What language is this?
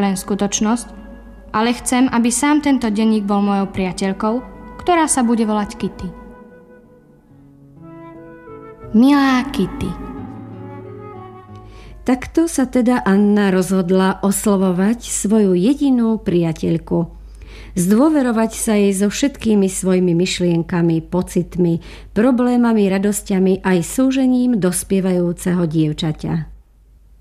Slovak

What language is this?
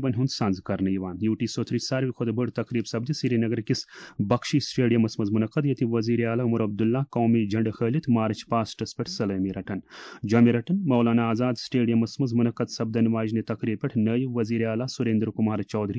Kashmiri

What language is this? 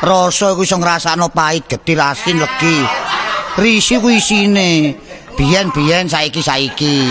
Javanese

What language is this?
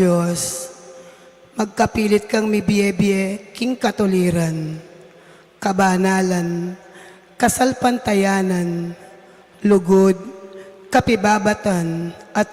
Pampanga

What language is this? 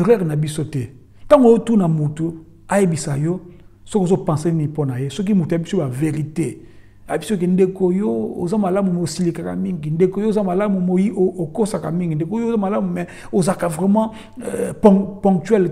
Lingala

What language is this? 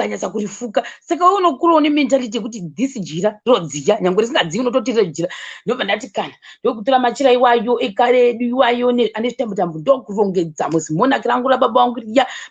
Shona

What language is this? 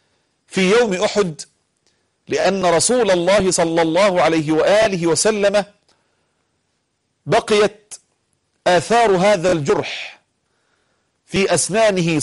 Arabic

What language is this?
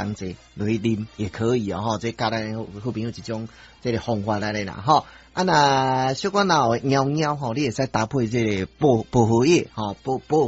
Min Nan Chinese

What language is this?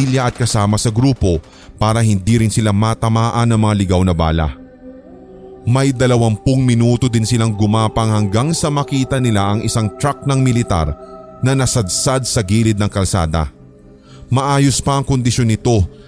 Filipino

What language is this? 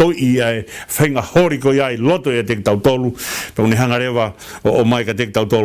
Tongan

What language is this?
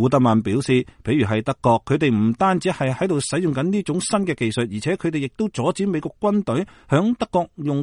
Cantonese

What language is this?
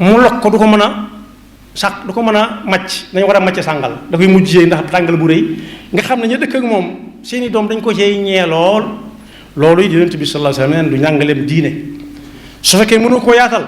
Wolof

